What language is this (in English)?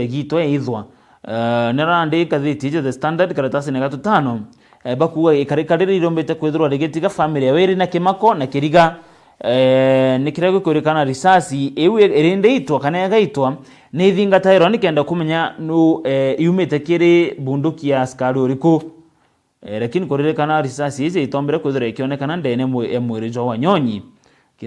Meru